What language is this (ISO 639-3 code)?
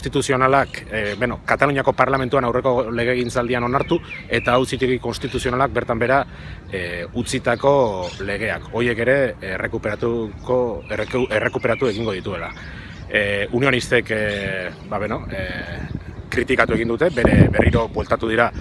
eus